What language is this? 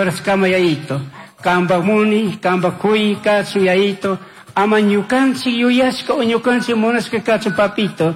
Chimborazo Highland Quichua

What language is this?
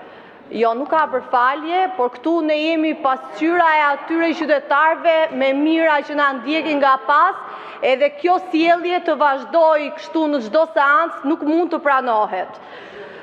Albanian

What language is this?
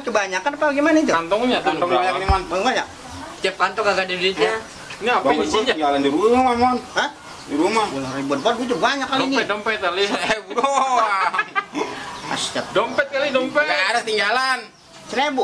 Betawi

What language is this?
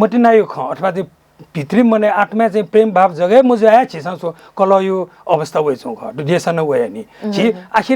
Newari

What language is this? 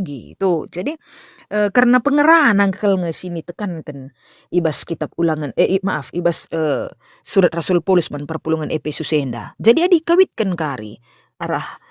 Batak Karo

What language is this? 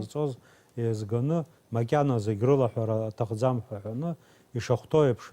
Abkhazian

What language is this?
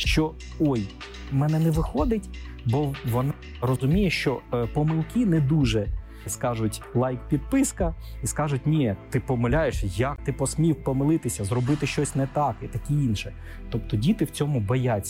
Ukrainian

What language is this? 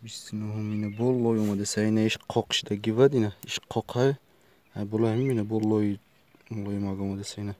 Tajik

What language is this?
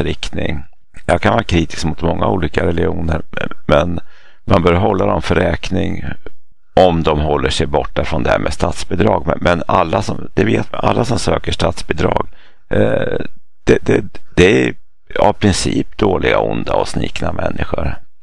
Swedish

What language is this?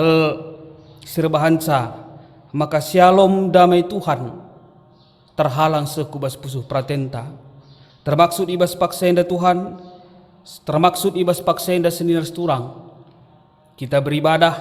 Batak Karo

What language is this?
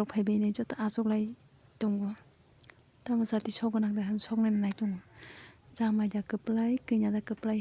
Kok Borok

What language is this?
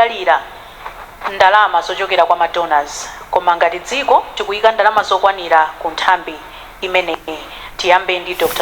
Nyanja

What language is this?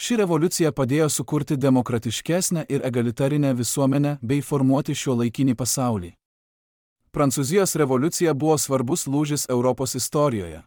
Lithuanian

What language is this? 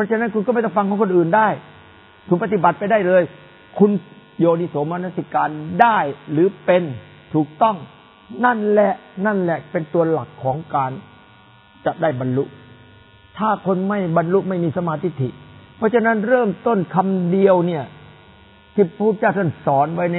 Thai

